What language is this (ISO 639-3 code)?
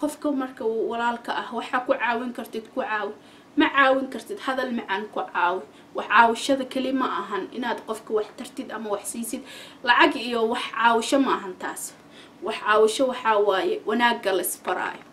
som